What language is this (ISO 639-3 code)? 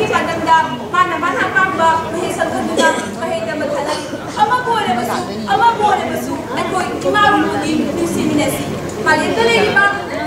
mni